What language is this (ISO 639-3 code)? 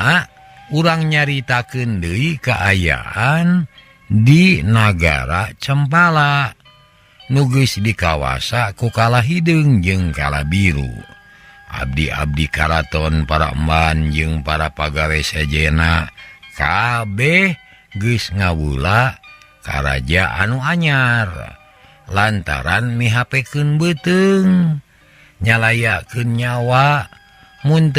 sun